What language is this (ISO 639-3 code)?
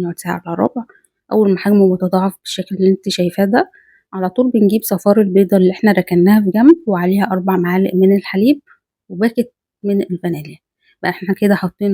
arz